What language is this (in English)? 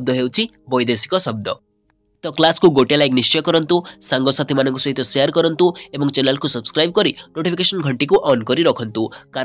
Odia